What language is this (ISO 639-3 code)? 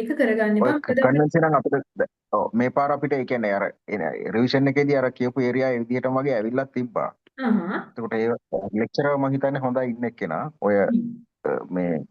sin